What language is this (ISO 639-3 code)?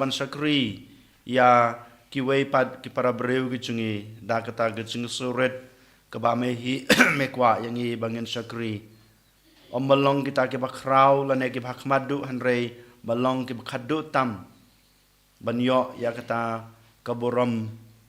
kha